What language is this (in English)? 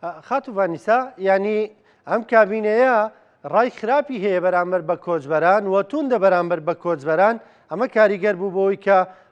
Central Kurdish